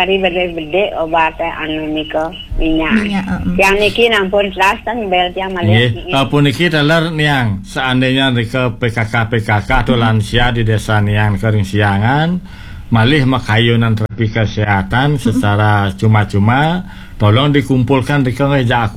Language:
Balinese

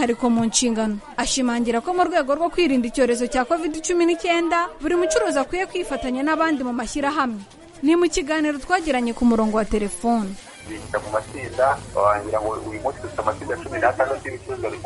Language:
Kinyarwanda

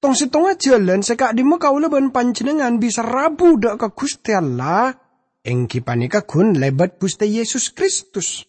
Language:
Madurese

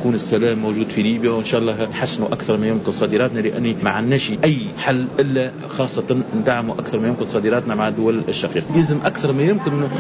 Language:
Tunisian Arabic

